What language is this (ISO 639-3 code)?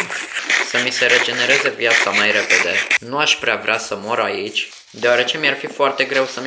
ron